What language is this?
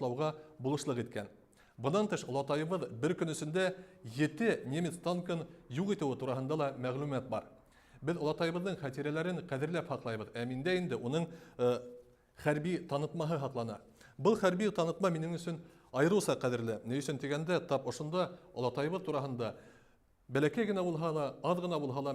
Bashkir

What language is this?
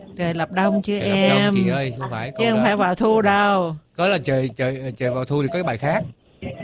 Vietnamese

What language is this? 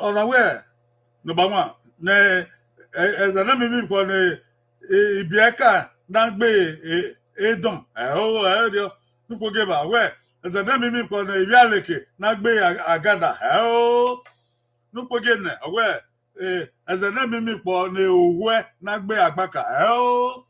Bini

